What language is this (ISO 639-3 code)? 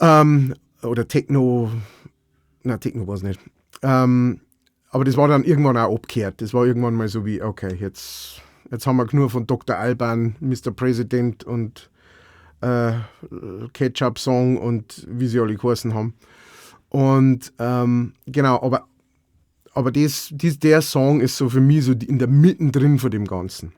bar